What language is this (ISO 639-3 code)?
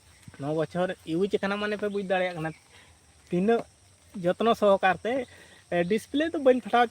sat